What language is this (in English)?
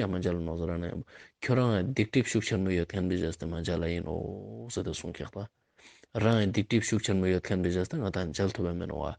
Ladakhi